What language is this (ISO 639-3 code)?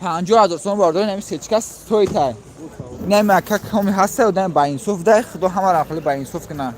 tgk